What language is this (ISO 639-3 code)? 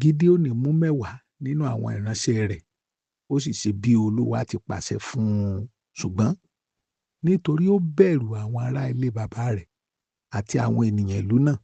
yor